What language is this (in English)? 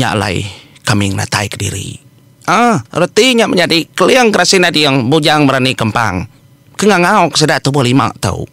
Iban